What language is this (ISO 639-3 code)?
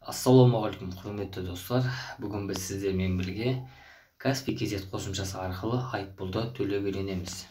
kaz